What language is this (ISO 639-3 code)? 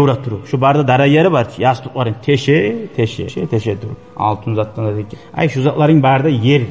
kum